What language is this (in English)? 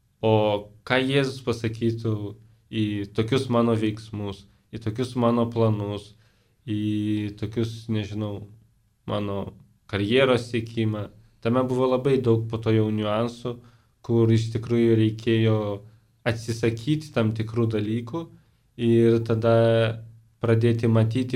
Lithuanian